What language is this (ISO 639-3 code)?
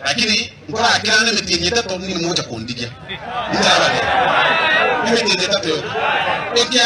guz